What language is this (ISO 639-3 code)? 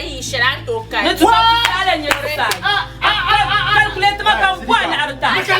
dag